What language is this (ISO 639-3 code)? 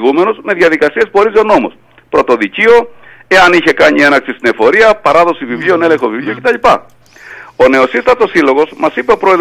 ell